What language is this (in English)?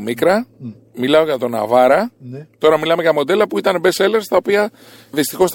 Greek